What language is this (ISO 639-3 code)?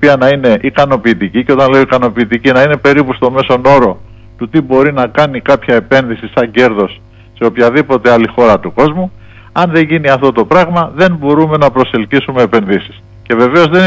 ell